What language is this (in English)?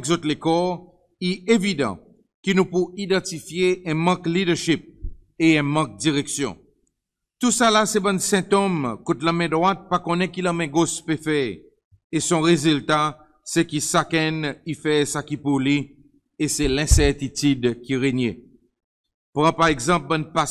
Seselwa Creole French